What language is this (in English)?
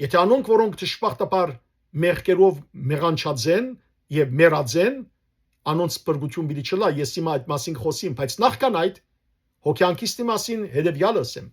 Western Armenian